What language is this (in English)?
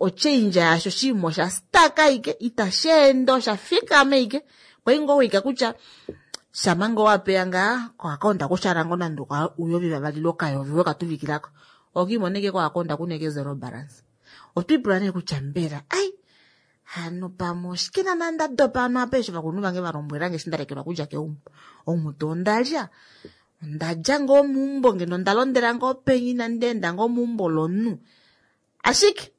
Kuanyama